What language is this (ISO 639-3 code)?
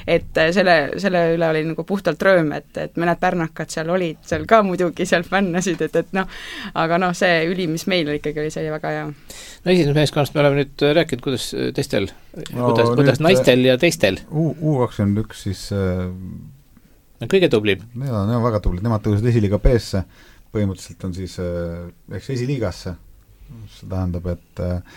est